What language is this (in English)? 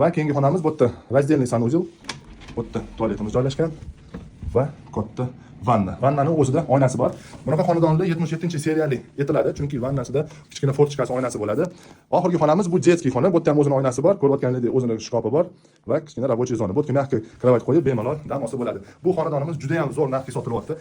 Uzbek